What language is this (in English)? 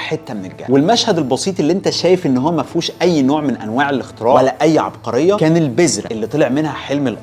Egyptian Arabic